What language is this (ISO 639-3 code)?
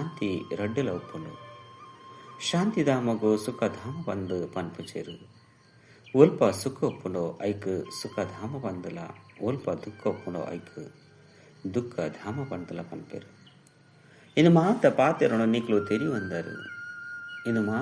tcy